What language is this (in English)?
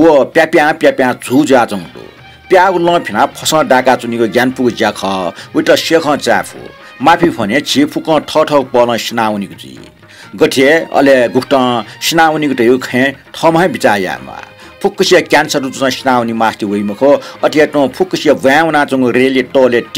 Newari